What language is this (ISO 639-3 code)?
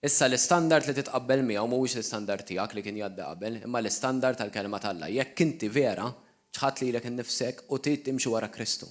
mlt